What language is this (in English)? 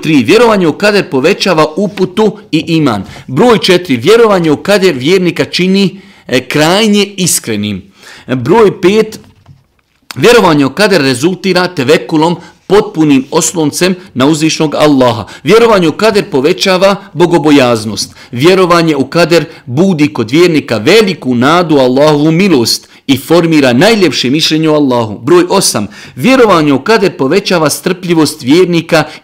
Bosnian